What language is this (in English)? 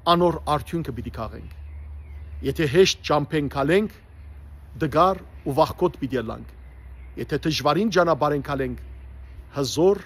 Western Armenian